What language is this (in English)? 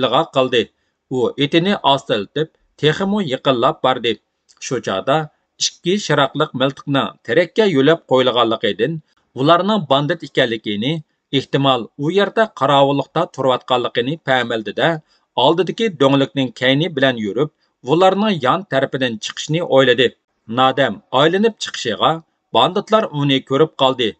Uyghur